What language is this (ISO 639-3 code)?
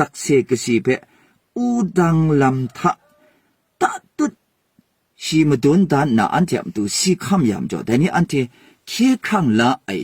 kac